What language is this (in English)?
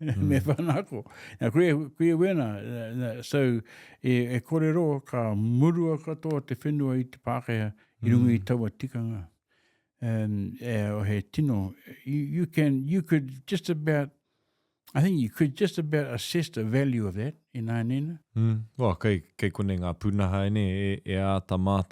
Māori